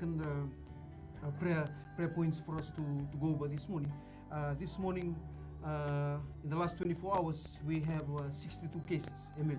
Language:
Fijian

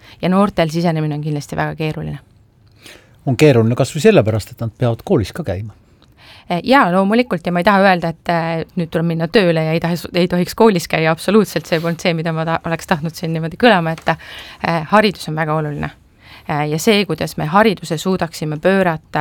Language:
Estonian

